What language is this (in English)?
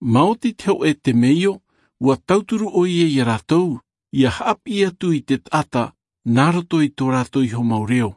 Tahitian